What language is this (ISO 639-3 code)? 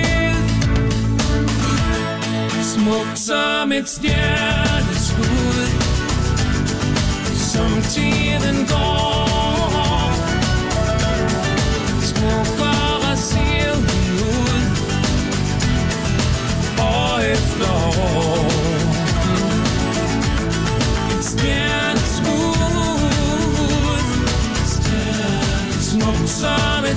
dan